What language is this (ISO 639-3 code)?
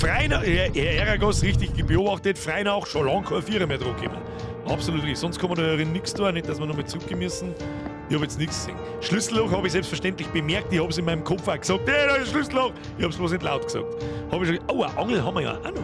bar